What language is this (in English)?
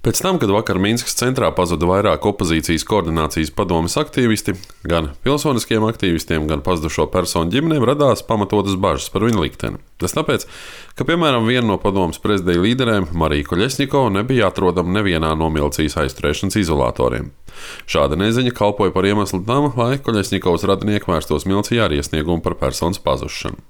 Latvian